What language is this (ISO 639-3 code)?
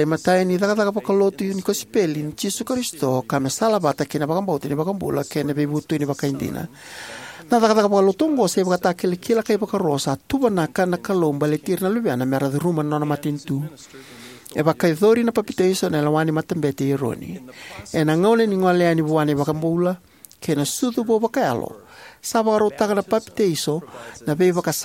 fij